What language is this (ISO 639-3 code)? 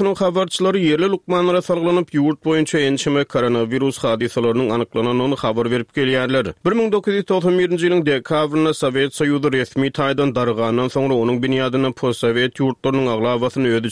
tuk